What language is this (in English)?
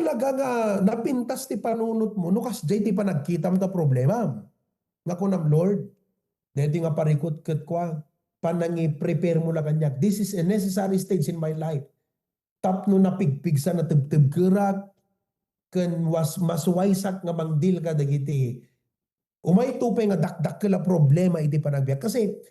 Iloko